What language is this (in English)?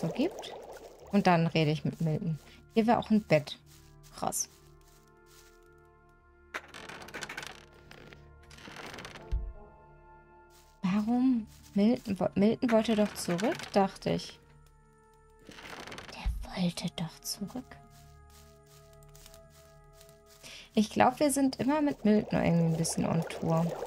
German